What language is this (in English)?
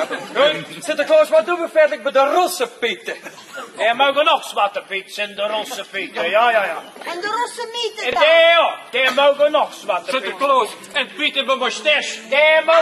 Limburgish